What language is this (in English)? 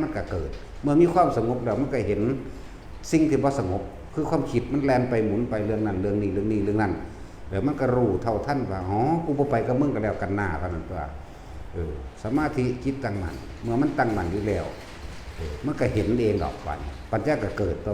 Northeastern Thai